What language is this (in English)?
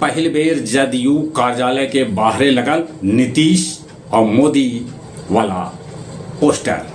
Magahi